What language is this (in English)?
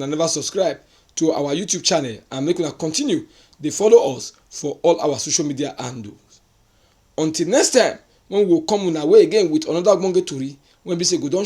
Nigerian Pidgin